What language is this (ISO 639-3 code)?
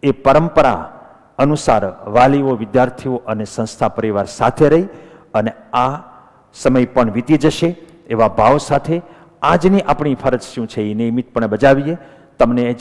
guj